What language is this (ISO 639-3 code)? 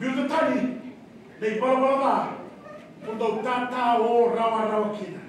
fij